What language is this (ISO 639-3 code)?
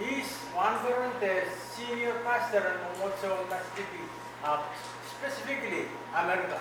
pon